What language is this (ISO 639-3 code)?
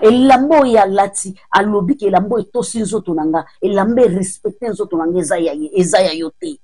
lin